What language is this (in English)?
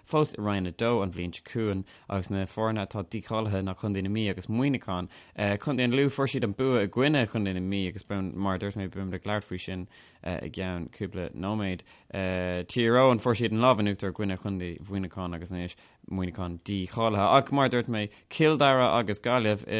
Irish